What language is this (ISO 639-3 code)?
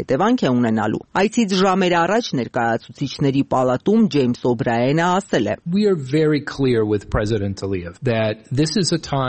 hye